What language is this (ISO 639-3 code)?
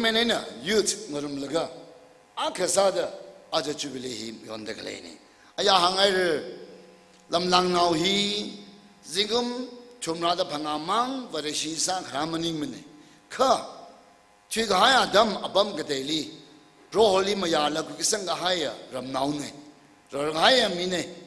nmf